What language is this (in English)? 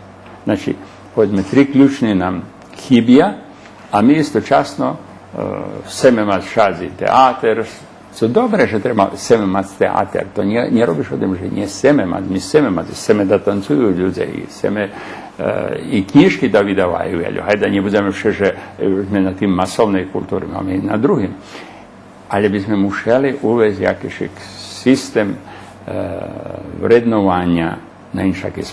Rusyn